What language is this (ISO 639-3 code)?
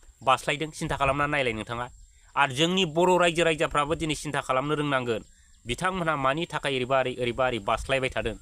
brx